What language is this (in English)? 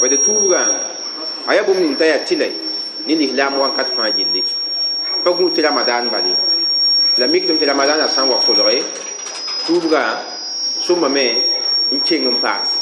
Mossi